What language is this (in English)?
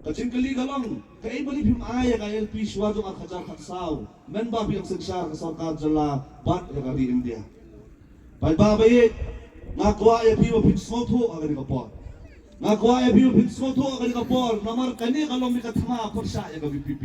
Khasi